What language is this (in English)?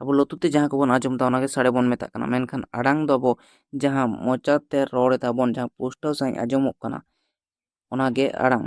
Santali